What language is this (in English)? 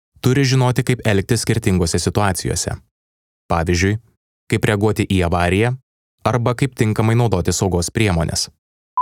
Lithuanian